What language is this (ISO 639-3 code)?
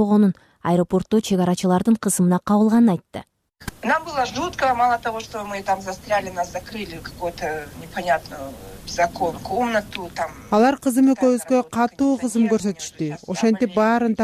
kir